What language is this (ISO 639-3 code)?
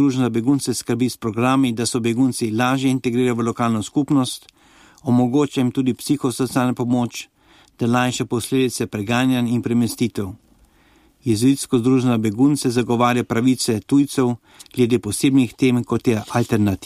slv